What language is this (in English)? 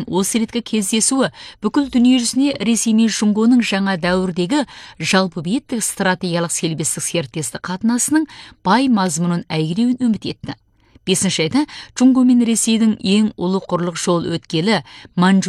Kazakh